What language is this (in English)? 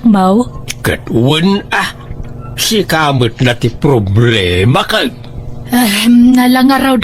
Iloko